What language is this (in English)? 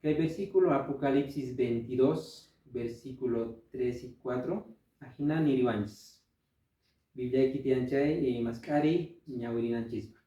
Quechua